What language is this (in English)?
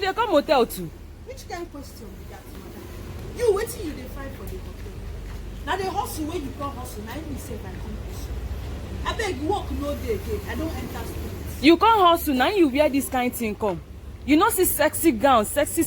Nigerian Pidgin